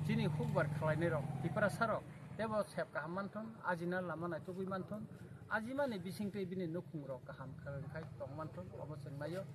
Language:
Kok Borok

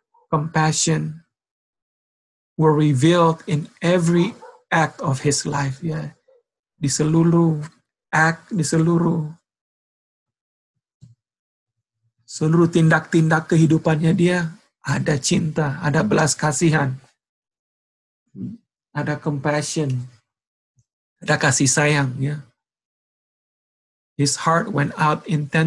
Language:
Indonesian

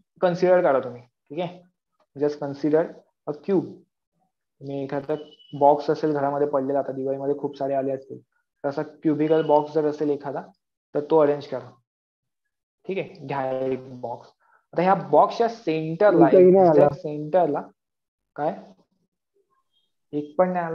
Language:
Marathi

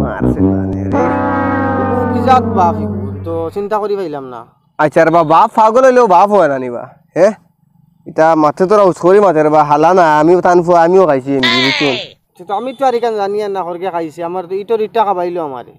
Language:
Sylheti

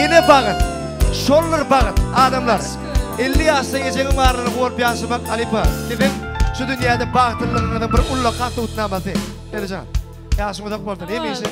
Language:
Turkmen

